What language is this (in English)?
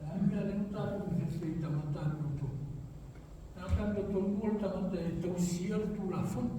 Samoan